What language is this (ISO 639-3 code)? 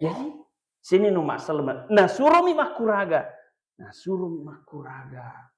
bug